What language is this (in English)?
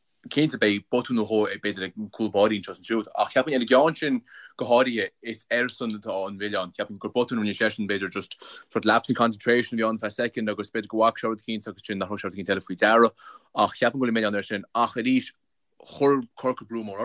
Irish